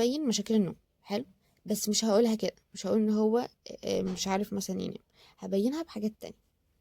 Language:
Egyptian Arabic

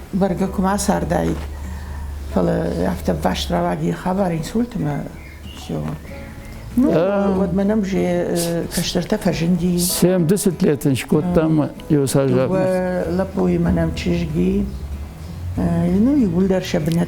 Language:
Ossetic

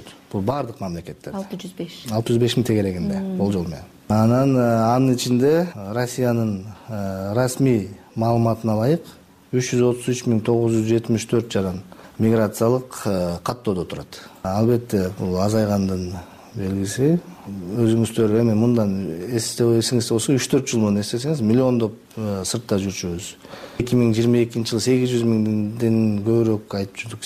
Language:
Kyrgyz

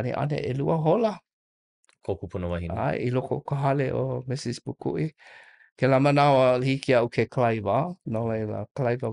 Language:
Hawaiian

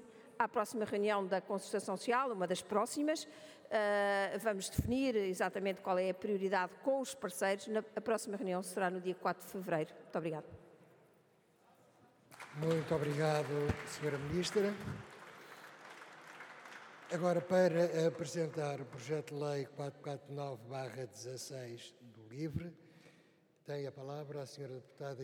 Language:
Portuguese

